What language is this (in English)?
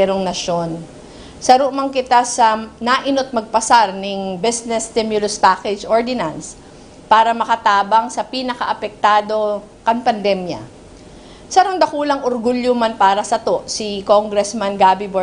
Bikol